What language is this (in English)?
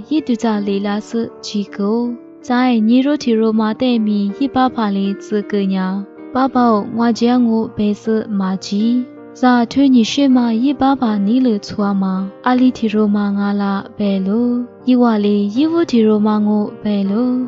Lisu